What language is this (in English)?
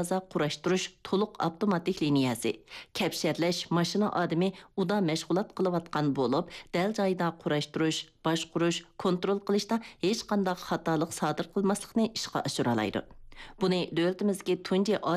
Uyghur